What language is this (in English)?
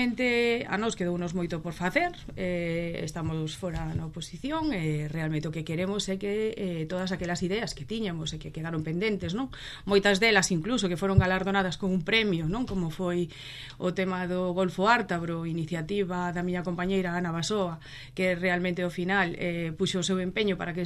Galician